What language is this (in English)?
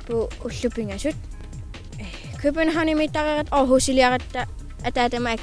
Kalaallisut